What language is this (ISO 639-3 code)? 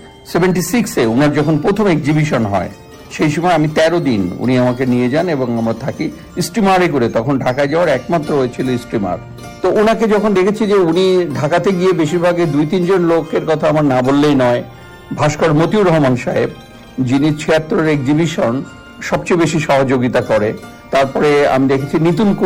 ben